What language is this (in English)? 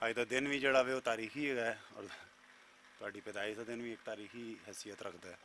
Western Panjabi